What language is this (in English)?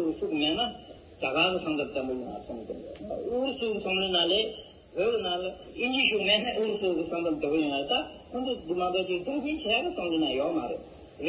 Tibetan